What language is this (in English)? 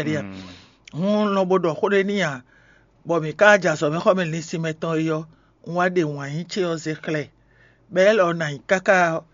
Fon